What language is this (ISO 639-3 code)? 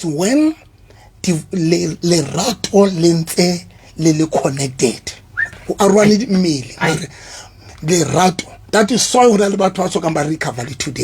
sot